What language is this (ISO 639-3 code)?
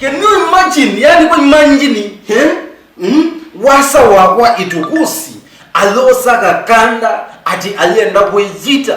kam